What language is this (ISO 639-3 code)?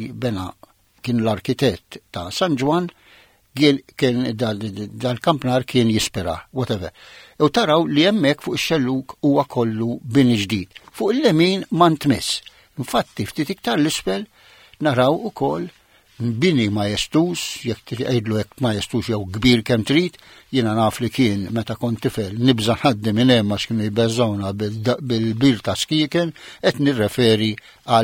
mlt